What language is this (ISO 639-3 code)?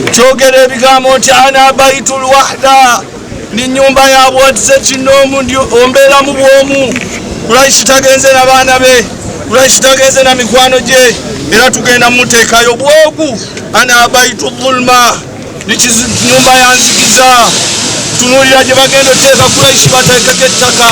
lug